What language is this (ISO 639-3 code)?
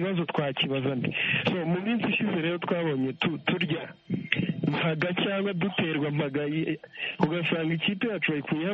kin